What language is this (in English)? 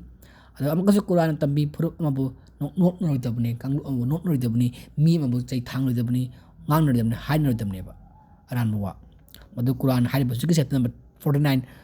Manipuri